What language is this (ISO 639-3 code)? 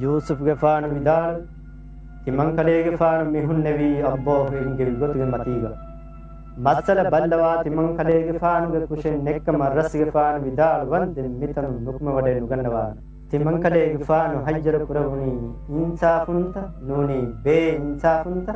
div